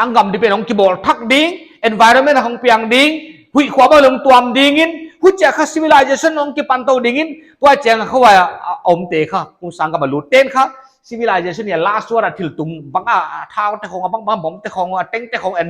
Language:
Paite Chin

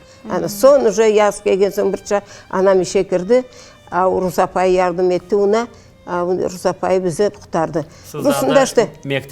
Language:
Crimean Tatar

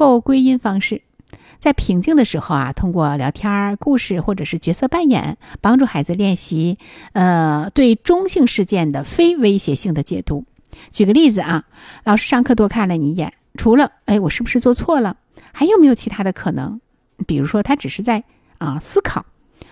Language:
Chinese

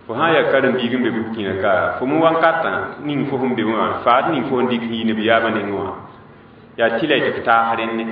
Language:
Mossi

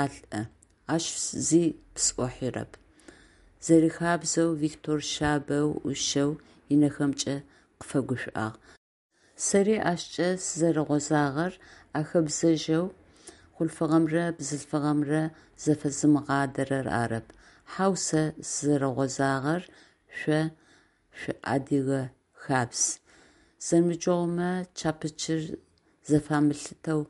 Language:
Adyghe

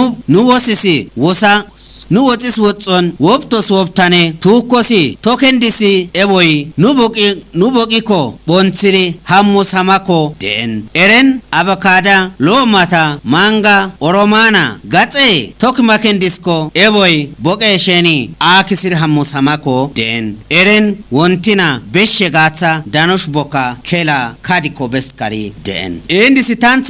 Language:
Kafa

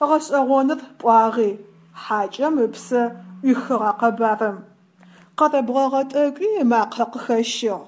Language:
Adyghe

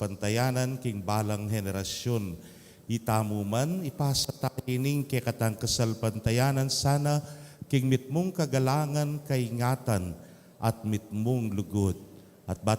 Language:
Pampanga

